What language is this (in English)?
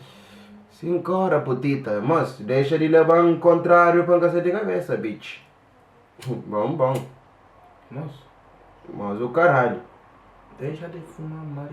Kabuverdianu